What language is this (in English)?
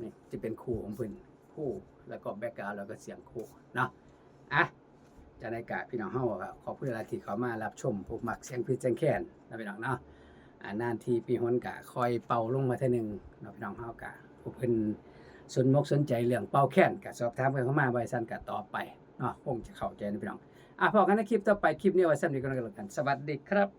Lao